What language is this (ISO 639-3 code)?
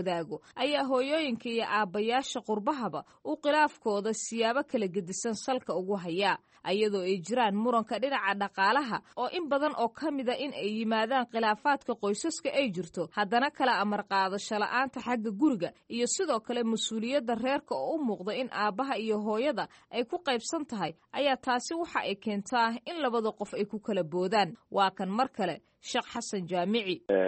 som